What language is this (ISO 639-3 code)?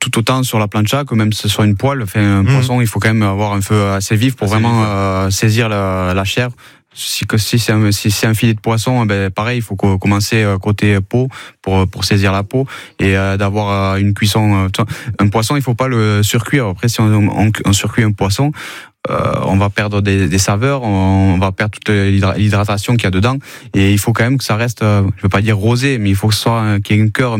fra